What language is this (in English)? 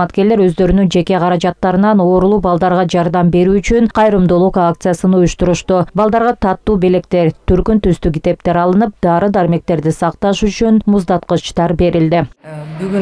Kyrgyz